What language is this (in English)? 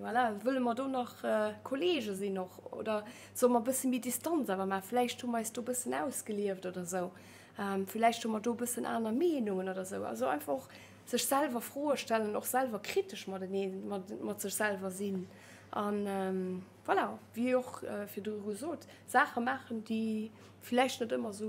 Luxembourgish